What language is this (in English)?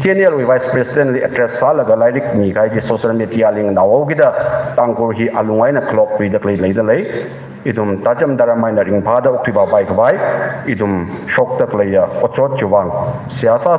Tangkhul Naga (India)